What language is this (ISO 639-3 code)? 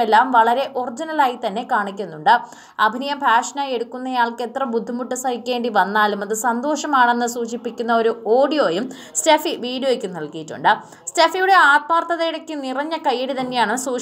mal